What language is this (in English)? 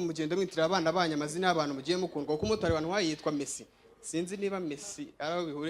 Kinyarwanda